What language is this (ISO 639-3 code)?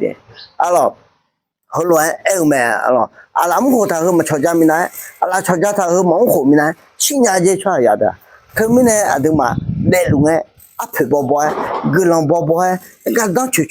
ahk